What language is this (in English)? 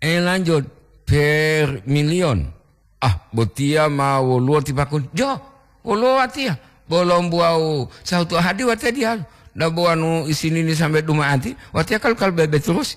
Gorontalo